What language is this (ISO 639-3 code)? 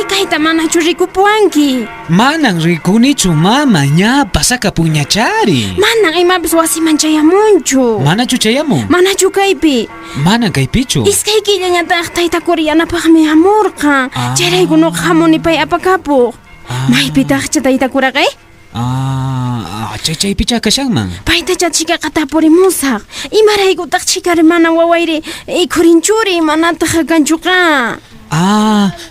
que